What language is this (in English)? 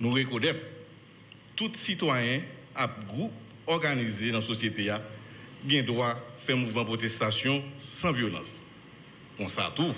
Haitian Creole